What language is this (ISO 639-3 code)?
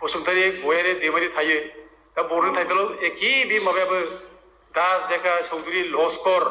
brx